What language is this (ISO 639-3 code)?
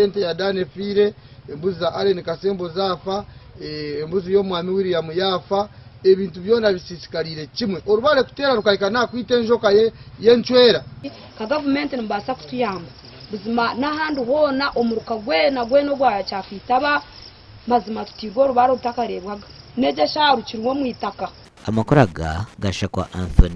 nyn